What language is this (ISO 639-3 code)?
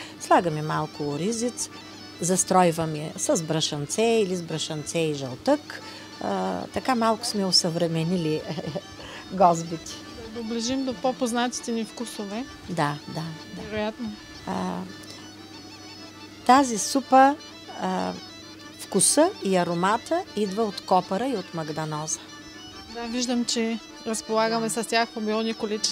bul